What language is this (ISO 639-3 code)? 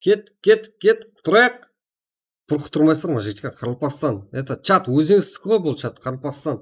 kaa